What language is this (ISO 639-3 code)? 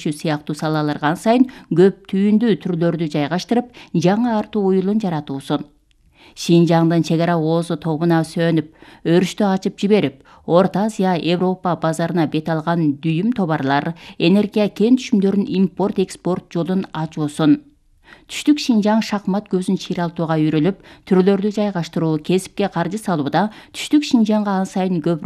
kir